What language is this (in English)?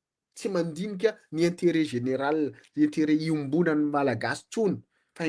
Malagasy